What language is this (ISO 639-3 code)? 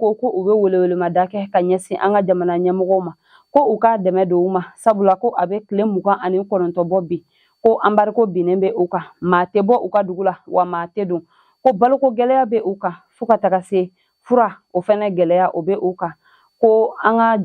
bam